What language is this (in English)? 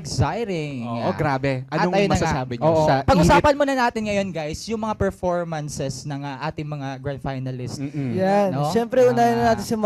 Filipino